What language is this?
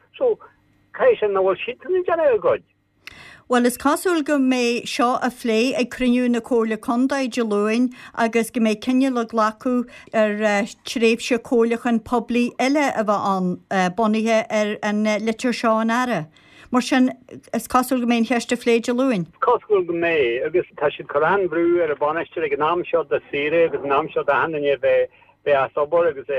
Irish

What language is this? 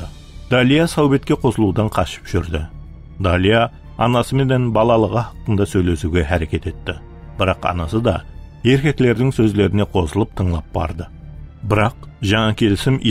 Kara-Kalpak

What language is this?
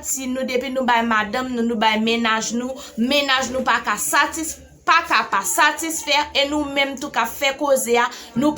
Haitian Creole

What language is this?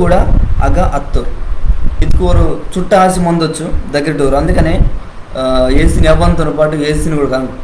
Koya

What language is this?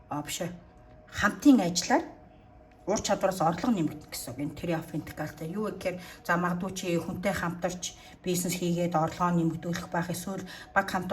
Mongolian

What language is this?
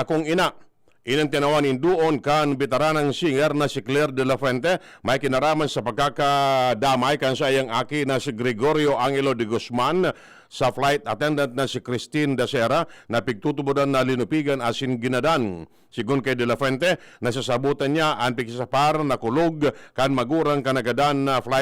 Bikol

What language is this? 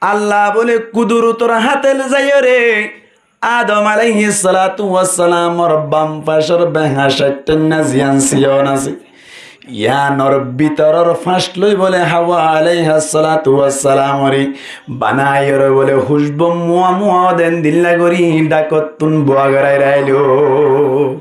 Rohingya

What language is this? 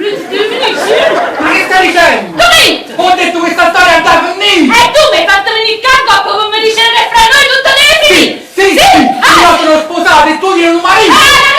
Neapolitan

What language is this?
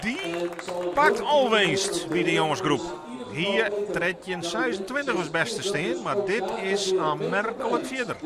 Western Frisian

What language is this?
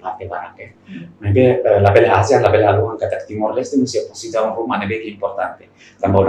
Tetum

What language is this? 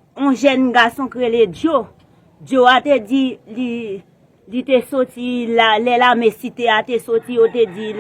Haitian Creole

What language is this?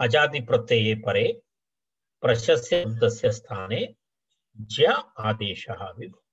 Sanskrit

